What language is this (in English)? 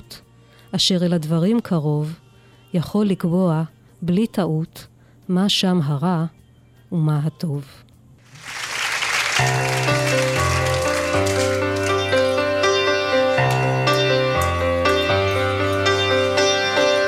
Hebrew